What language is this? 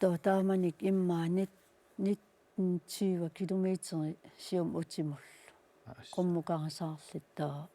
Kalaallisut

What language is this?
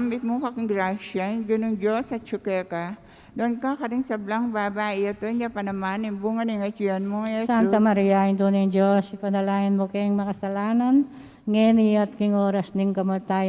Pampanga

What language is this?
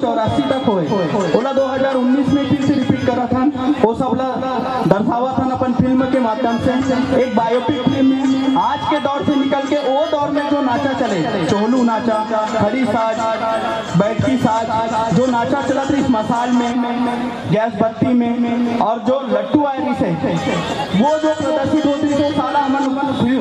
Chhattisgarhi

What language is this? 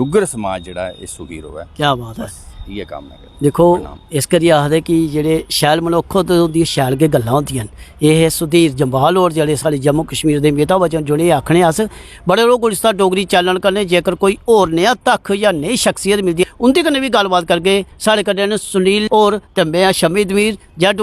Dogri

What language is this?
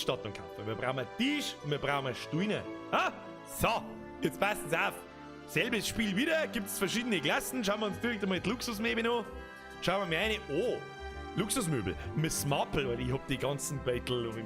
Bavarian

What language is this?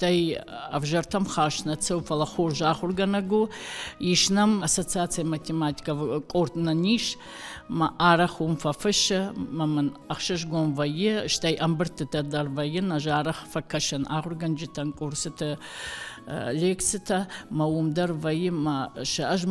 Ossetic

